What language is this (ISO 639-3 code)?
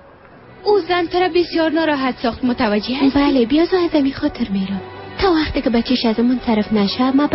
fas